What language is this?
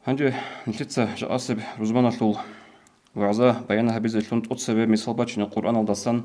Avaric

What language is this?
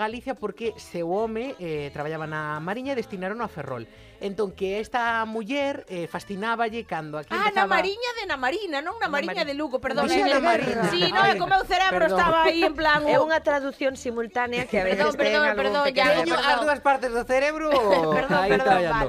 Galician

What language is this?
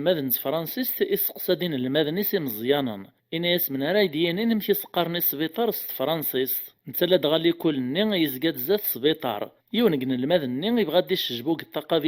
Kabyle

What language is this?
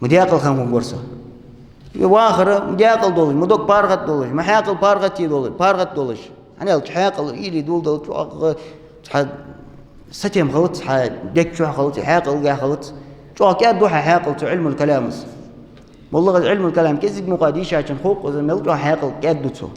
Ingush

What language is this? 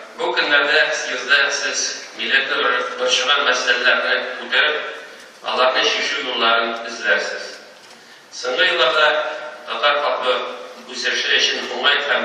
Tatar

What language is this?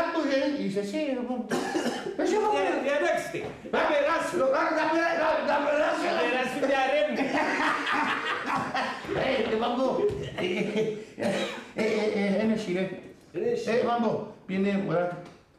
Greek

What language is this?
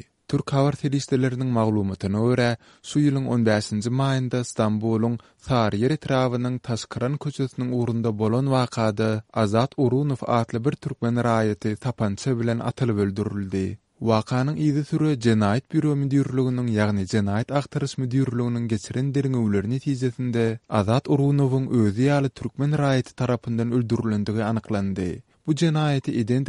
Turkmen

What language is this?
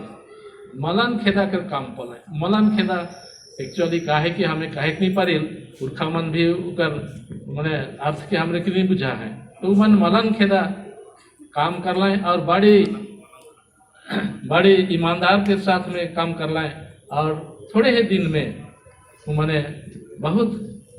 Sadri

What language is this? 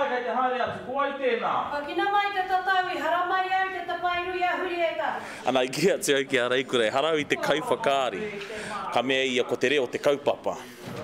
Māori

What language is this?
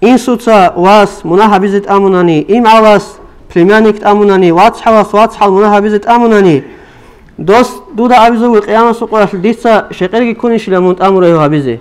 Avaric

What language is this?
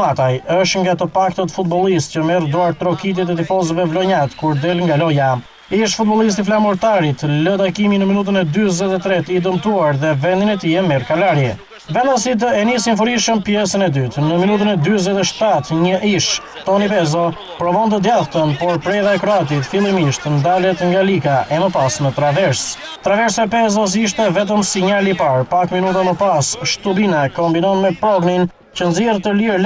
Albanian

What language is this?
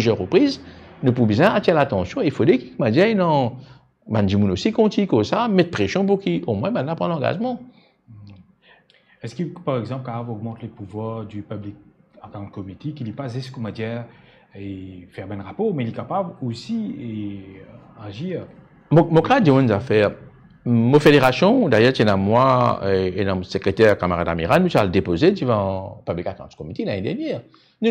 Morisyen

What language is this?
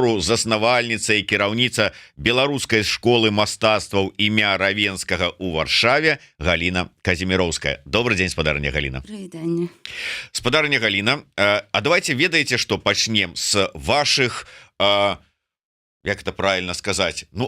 Belarusian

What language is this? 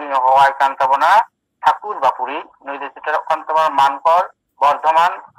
Santali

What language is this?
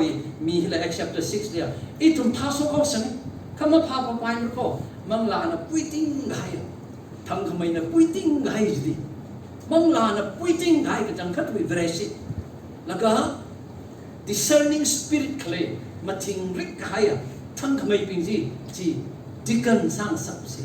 Tangkhul Naga (India)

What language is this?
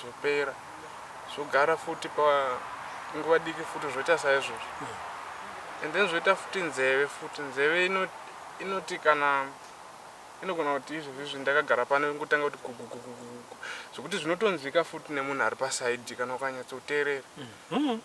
Shona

